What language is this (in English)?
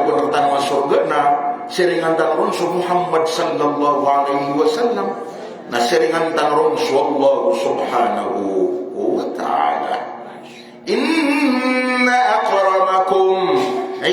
Maranao